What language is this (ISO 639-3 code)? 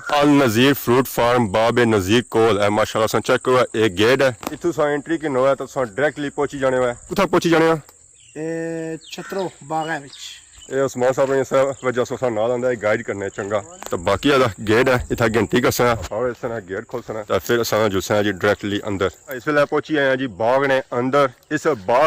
phr